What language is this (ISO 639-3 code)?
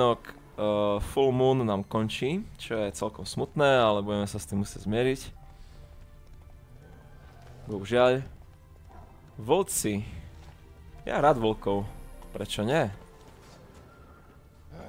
slk